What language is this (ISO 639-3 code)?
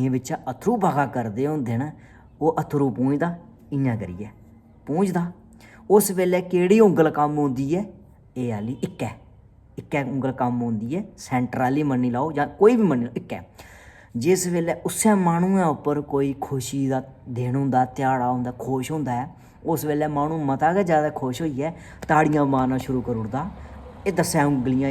doi